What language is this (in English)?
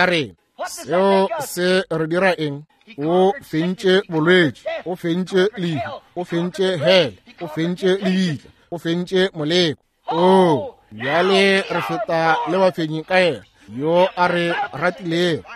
Northern Sotho